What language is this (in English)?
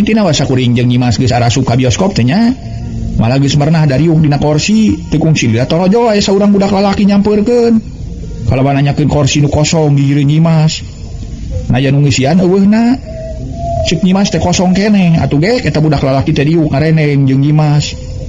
Sundanese